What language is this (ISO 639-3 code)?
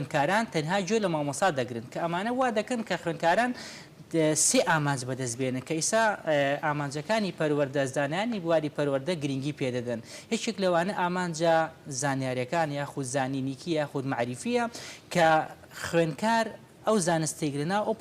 ckb